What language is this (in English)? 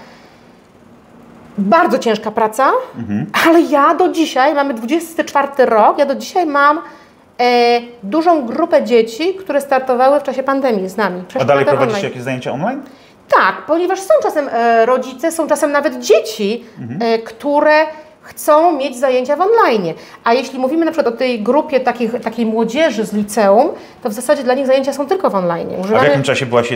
Polish